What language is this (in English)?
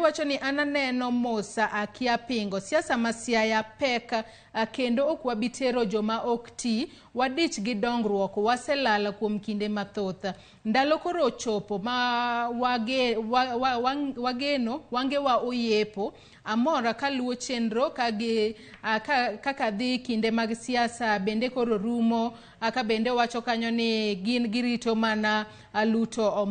Luo (Kenya and Tanzania)